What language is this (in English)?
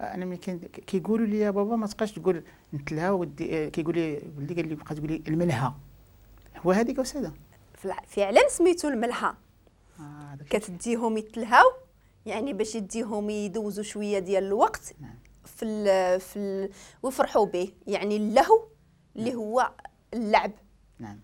Moroccan Arabic